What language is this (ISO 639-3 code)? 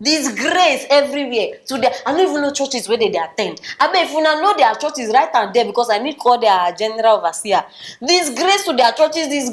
pcm